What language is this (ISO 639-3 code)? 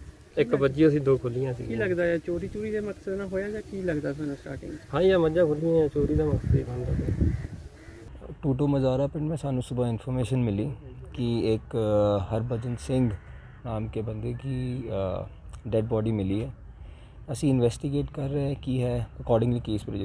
pan